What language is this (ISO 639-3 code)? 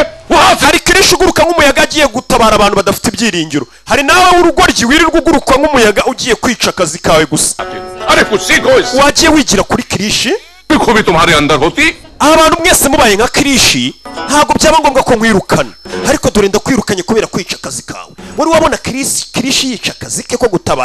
kin